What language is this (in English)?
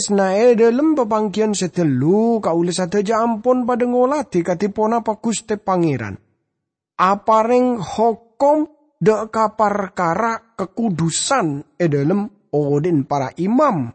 Madurese